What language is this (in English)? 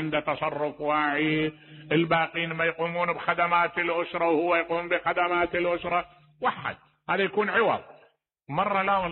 Mesopotamian Arabic